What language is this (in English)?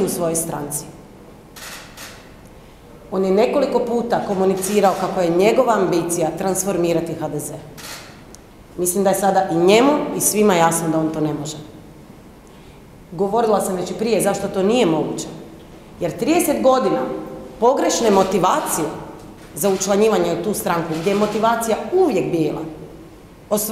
Croatian